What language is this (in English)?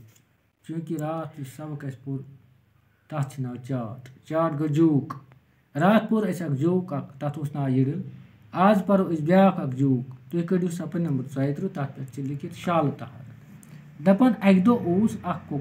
Kashmiri